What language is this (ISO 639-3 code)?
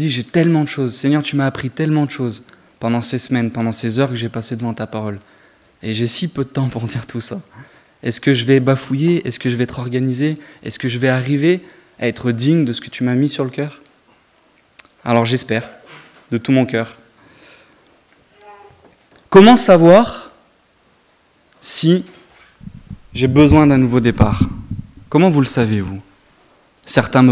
fra